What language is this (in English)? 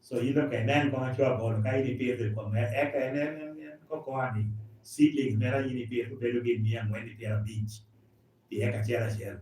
Lango (Uganda)